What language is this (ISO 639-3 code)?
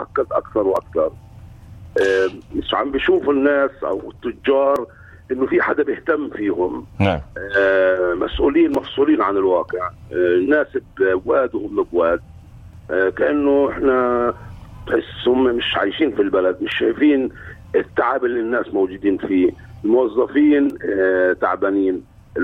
apc